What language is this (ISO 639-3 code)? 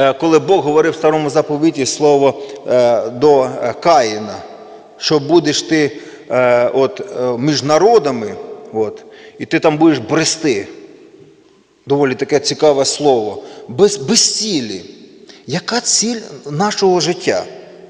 ukr